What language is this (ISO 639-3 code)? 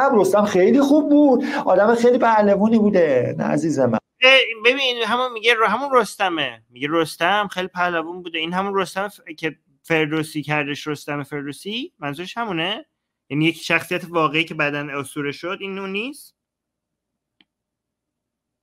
fas